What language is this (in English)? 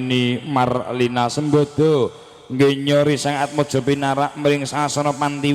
Javanese